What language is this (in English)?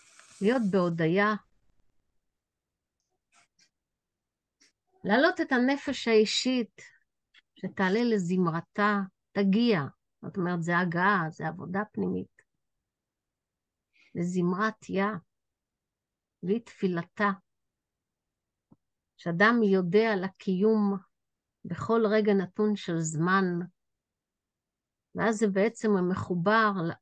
Hebrew